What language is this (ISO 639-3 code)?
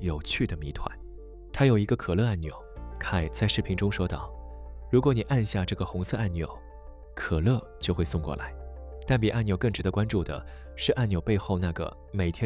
zho